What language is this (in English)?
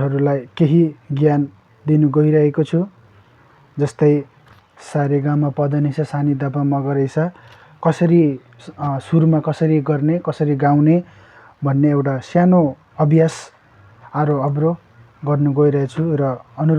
Nepali